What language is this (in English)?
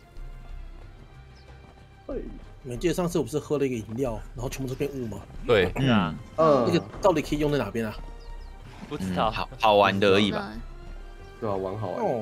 Chinese